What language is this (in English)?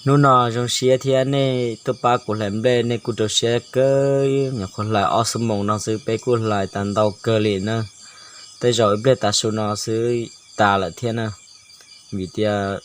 Hmong